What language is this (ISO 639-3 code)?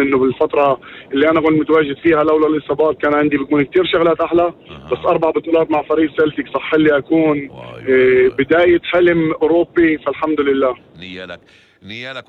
apc